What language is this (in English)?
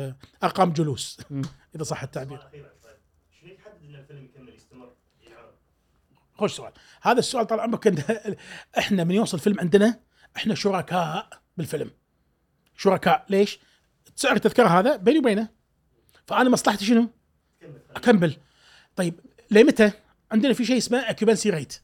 Gulf Arabic